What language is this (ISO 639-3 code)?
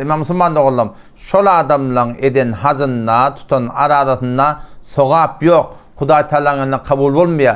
tuk